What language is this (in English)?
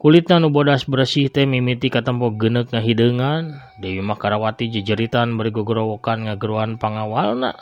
Sundanese